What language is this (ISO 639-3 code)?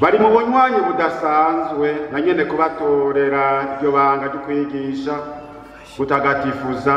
run